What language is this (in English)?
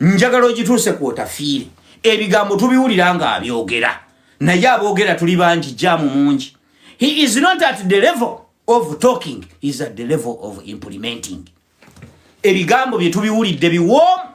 Ganda